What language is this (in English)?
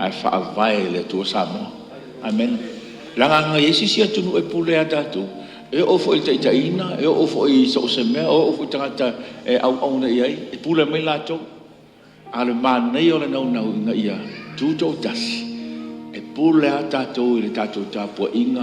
Samoan